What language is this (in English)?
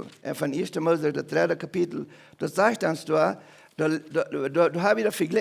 Plautdietsch